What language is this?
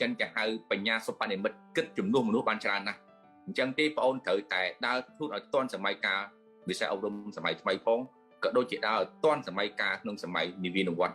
Khmer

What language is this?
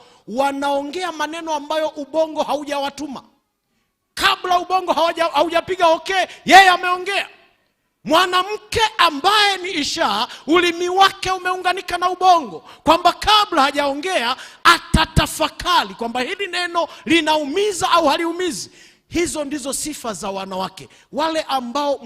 Swahili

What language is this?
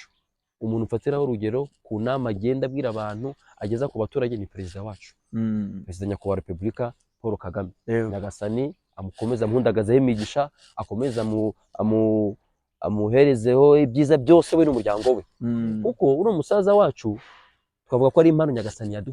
Kinyarwanda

